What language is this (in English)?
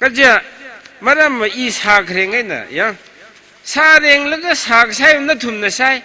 Tangkhul Naga (India)